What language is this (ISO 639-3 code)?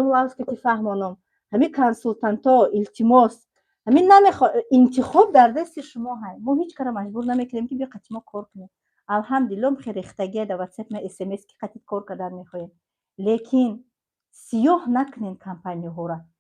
tgk